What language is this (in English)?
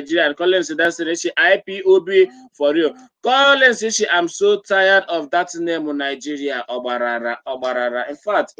Igbo